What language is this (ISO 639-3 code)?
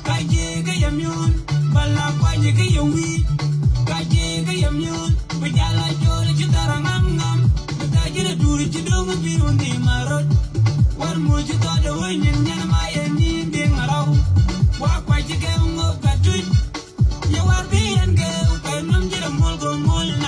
nus